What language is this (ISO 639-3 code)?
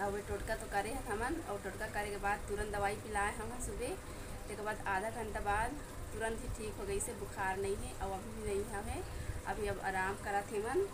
hne